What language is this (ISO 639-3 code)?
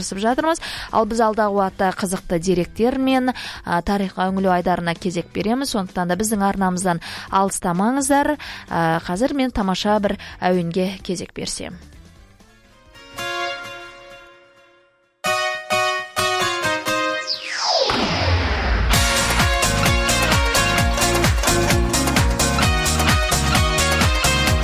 kaz